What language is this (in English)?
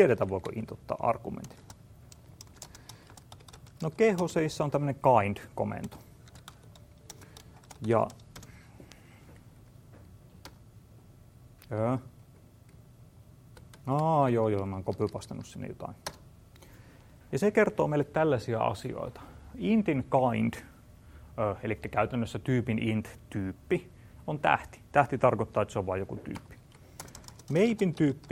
Finnish